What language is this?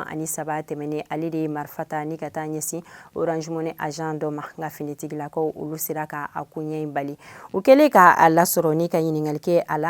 Bambara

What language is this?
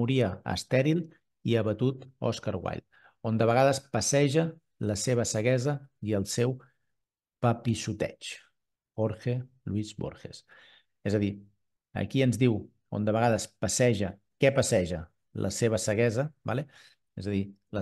Catalan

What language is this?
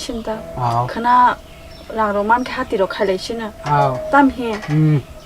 Kok Borok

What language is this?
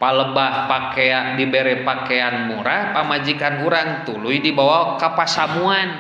Sundanese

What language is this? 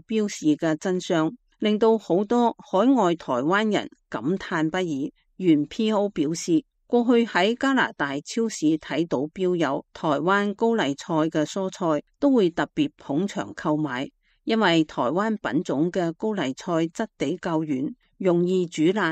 Cantonese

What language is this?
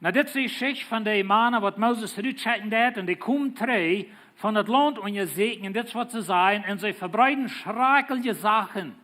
Plautdietsch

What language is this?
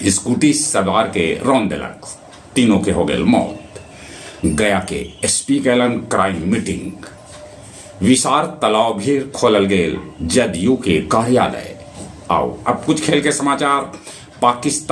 Magahi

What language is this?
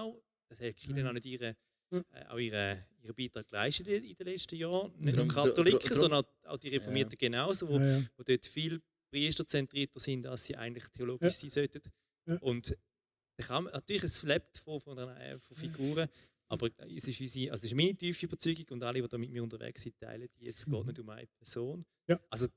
Swiss German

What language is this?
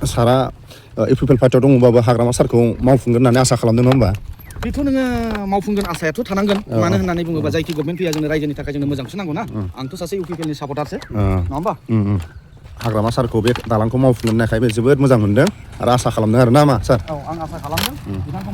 Bodo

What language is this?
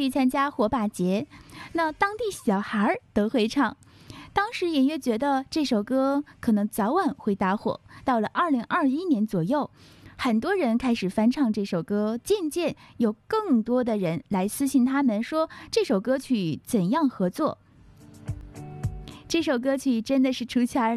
Chinese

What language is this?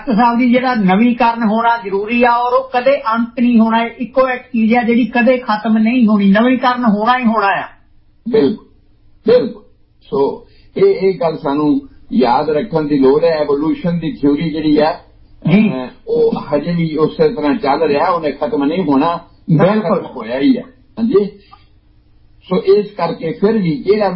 Punjabi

